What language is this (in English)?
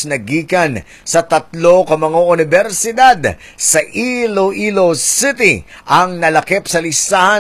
Hiligaynon